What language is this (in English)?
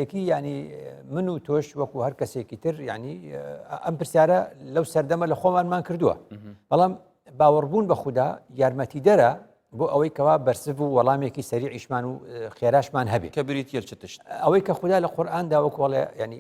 Central Kurdish